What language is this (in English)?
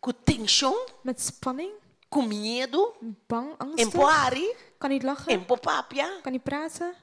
Papiamento